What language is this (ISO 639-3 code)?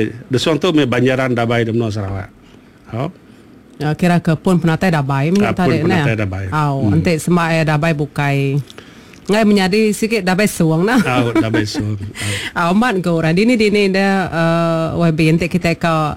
iba